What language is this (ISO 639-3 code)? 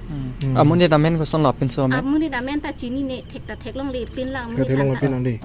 mjw